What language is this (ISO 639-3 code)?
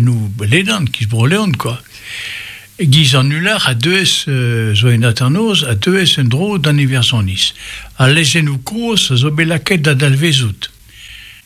bre